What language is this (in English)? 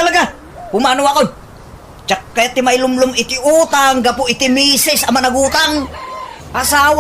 Iloko